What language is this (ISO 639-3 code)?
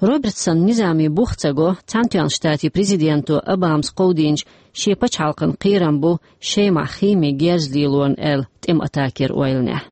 che